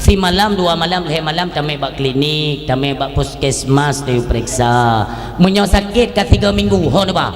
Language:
Achinese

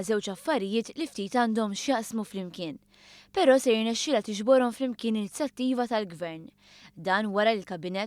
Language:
Maltese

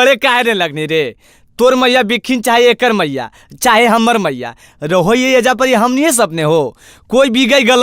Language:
Magahi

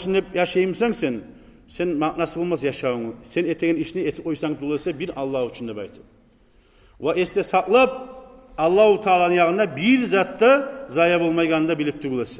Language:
Kumyk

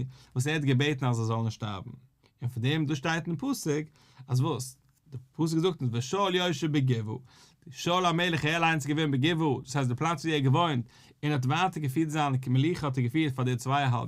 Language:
Yiddish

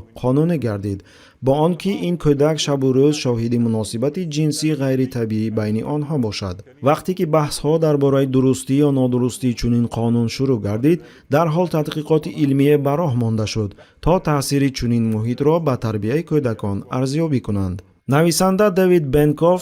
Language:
Tajik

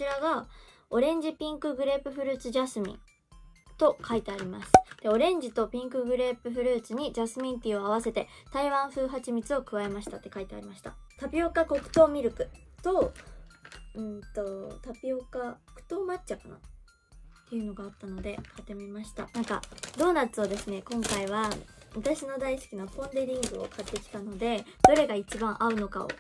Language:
Japanese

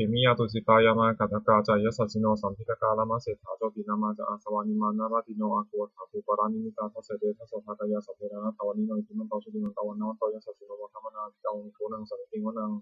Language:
Pali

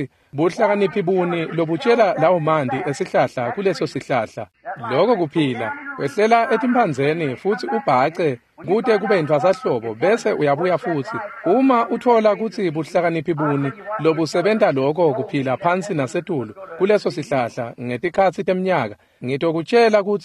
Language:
Swati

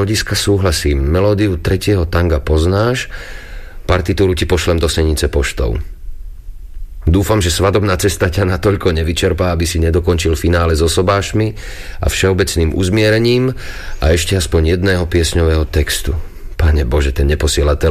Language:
Slovak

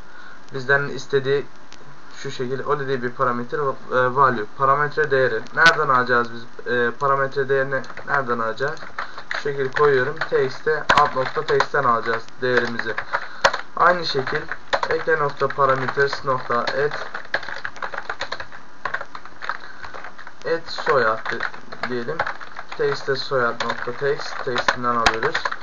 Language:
Turkish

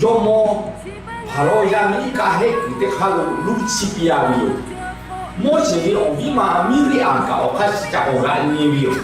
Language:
Lahu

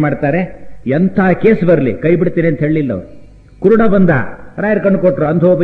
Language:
Kannada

